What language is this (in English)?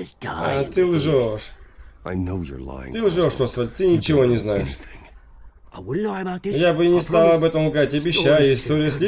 Russian